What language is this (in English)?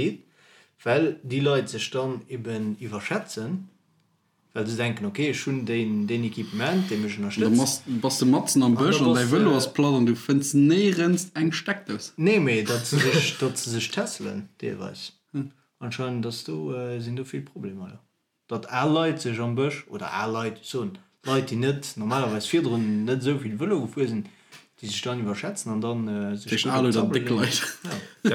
Luxembourgish